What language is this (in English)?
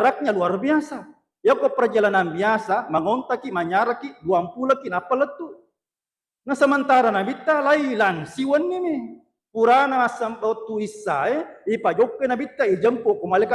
Buginese